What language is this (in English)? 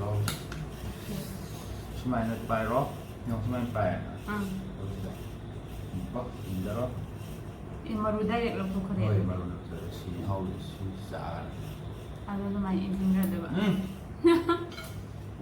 Manipuri